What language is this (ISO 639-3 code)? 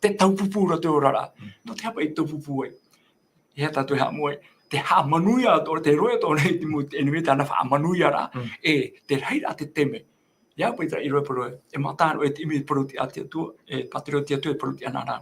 tah